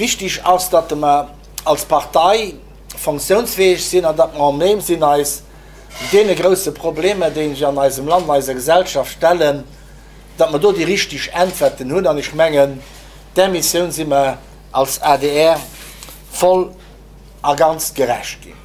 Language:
Luxembourgish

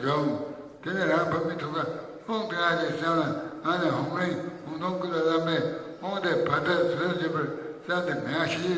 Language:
Tibetan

